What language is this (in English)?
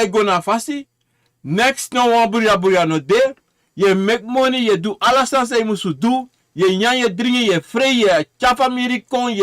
Sranan Tongo